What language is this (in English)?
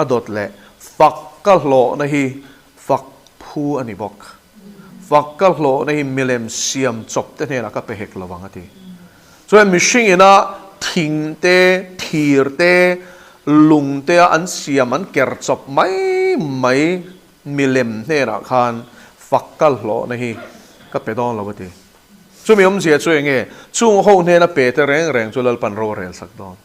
Mizo